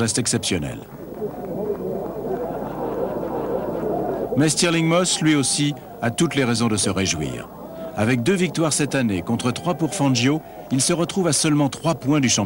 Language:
French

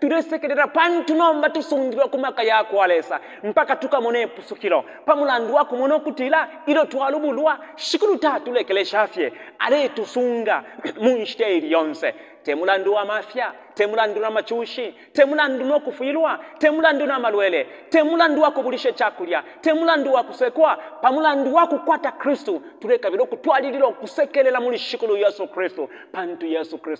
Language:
Bemba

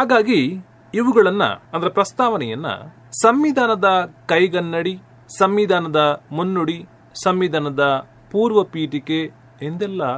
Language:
Kannada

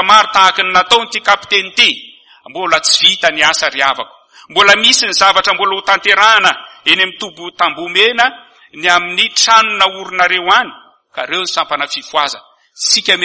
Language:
Malagasy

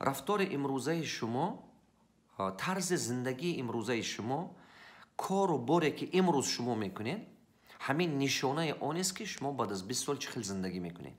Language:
Tajik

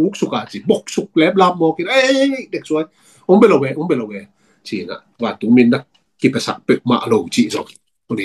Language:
Tedim Chin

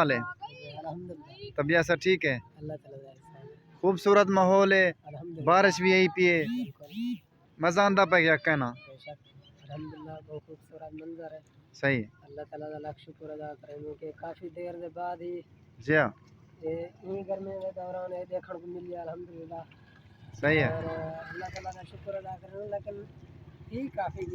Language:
Saraiki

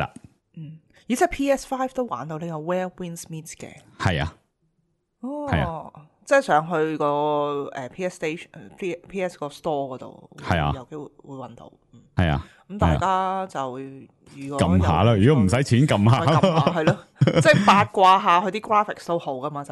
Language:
Cantonese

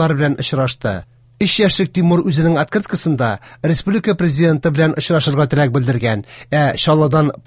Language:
Tatar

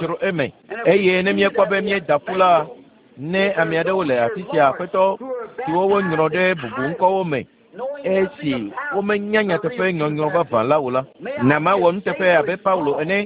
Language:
Ewe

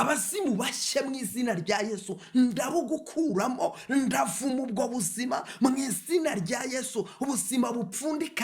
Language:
Kinyarwanda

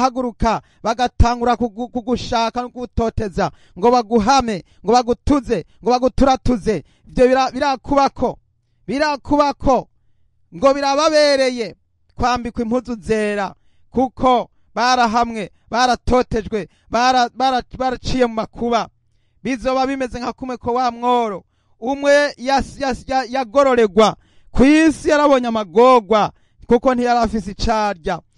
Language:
Rundi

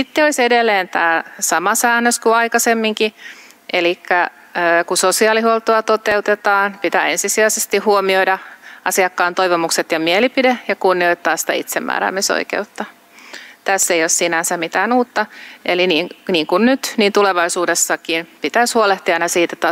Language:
Finnish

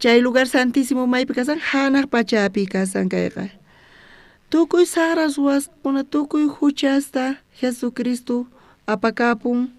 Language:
South Bolivian Quechua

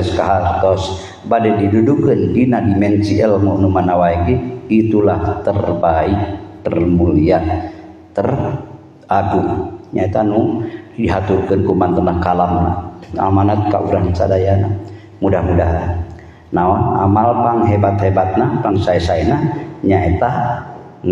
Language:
Sundanese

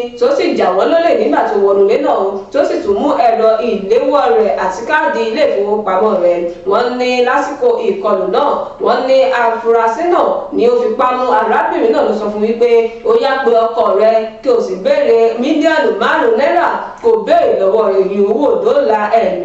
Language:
Yoruba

